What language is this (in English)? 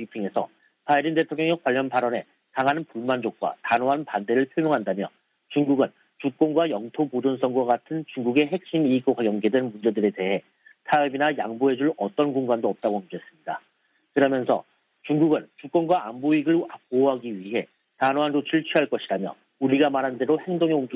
Korean